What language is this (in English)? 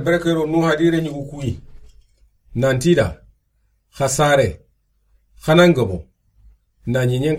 Soninke